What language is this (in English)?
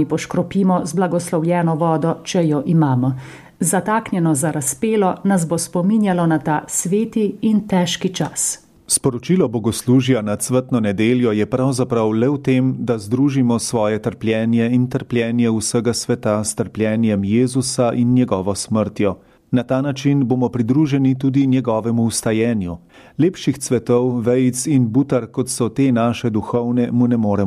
Slovenian